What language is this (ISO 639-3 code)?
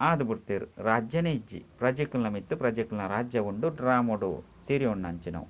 tcy